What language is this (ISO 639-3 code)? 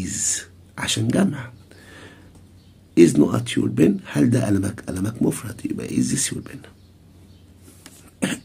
arz